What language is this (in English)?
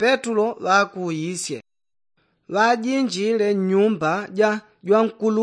Yao